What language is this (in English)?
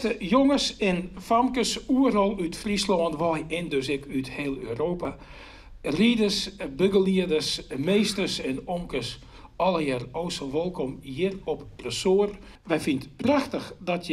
Western Frisian